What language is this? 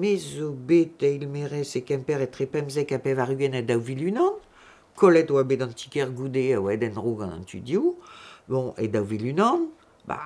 Breton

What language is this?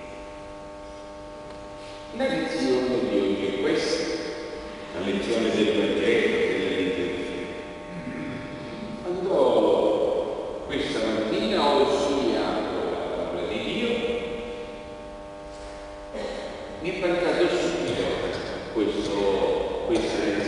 Italian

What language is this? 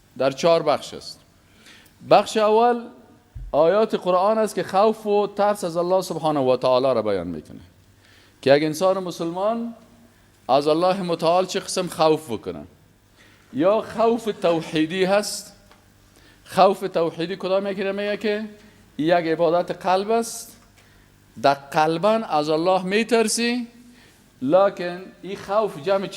Persian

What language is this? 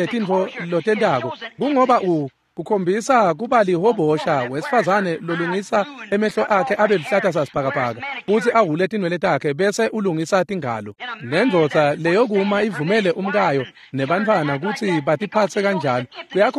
Swati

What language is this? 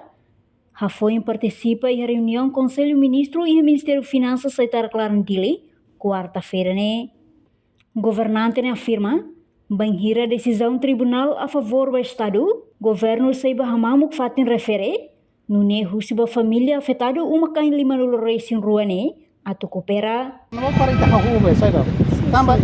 Tetum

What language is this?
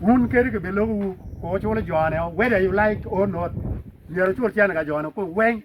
Acoli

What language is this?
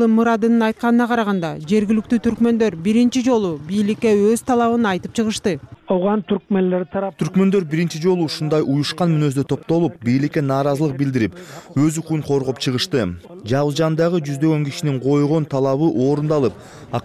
Kyrgyz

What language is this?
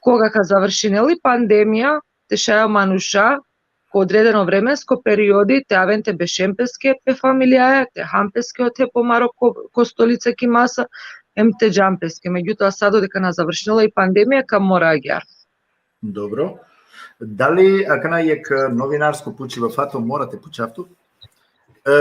Balkan Romani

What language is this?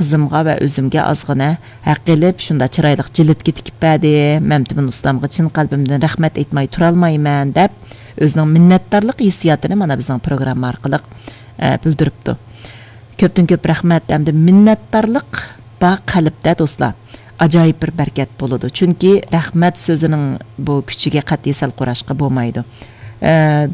Uyghur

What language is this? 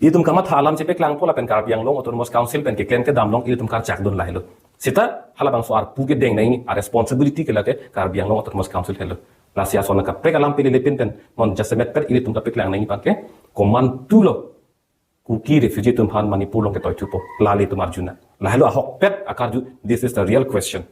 Karbi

